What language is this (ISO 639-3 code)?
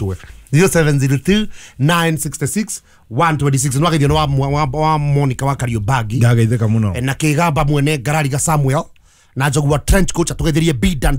kik